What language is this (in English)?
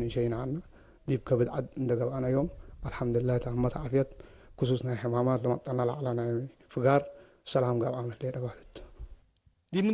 Tigre